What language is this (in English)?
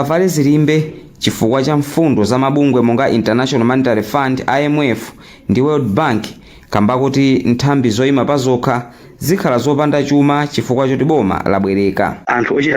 Nyanja